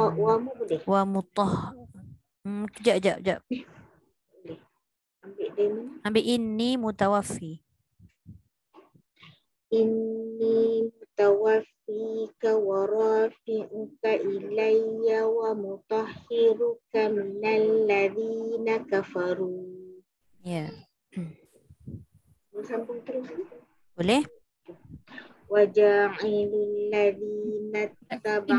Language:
Malay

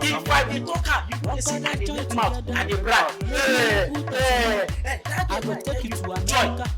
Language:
Nigerian Pidgin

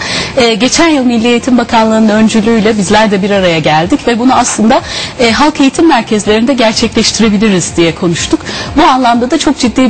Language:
Turkish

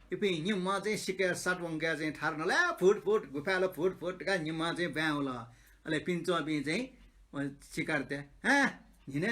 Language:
Newari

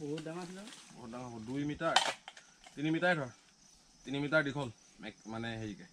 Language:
Assamese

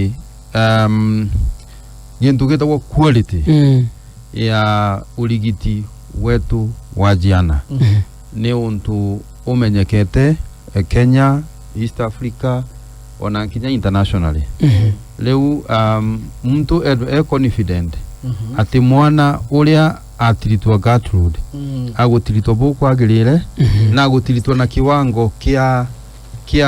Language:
Meru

